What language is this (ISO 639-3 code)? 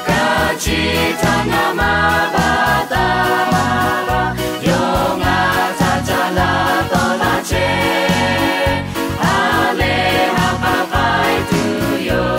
lhu